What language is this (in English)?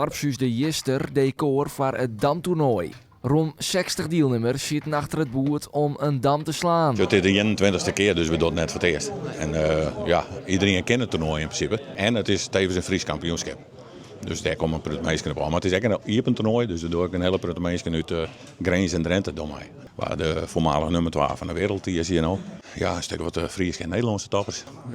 Western Frisian